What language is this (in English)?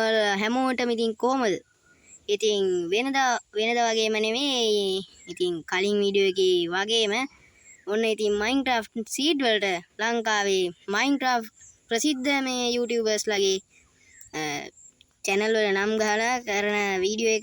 Sinhala